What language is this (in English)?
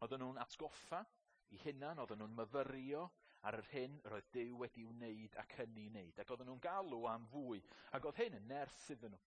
Welsh